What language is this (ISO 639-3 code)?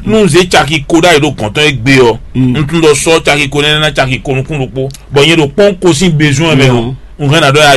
fon